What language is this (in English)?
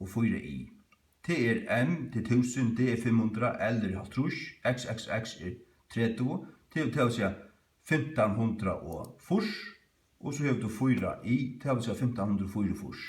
Faroese